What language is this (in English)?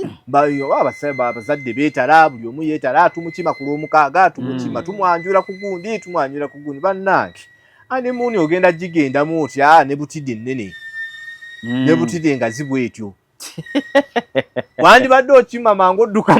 Ganda